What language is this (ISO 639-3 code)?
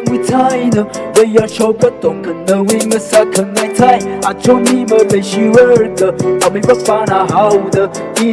nmf